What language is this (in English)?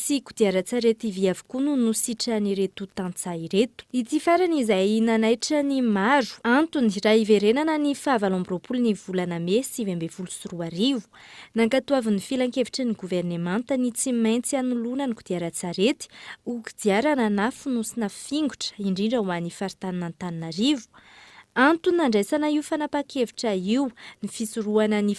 Malagasy